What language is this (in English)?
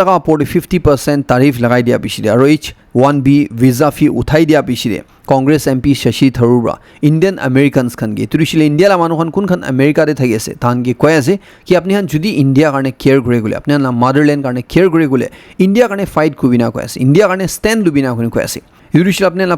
Naga Pidgin